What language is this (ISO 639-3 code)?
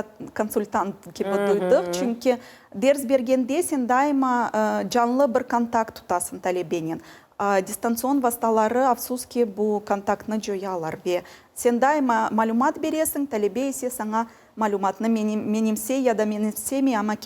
crh